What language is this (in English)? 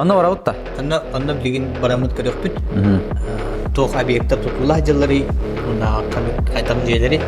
Yakut